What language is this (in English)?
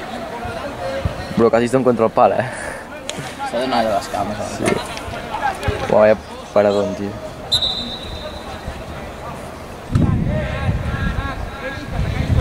Catalan